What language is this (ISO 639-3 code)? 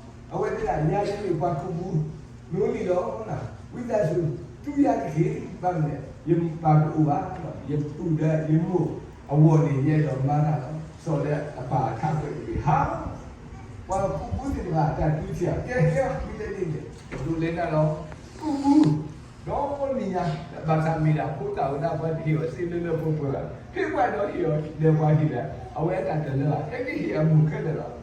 ksw